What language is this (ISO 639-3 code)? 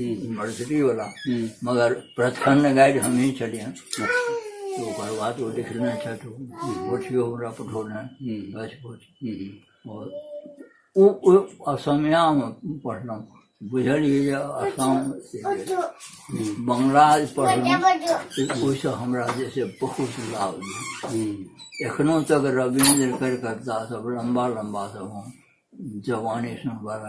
mai